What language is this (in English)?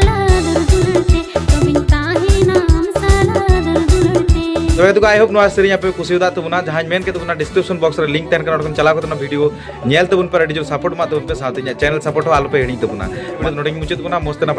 Santali